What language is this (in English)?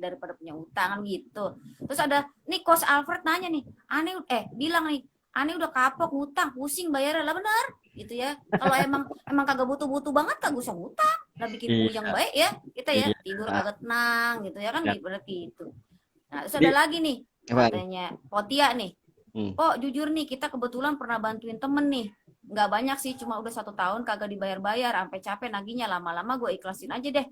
Betawi